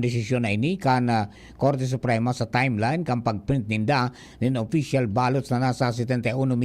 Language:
Bikol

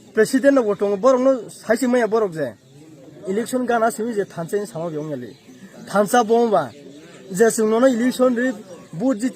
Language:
Kok Borok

